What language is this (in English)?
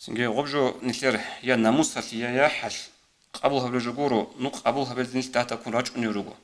Avaric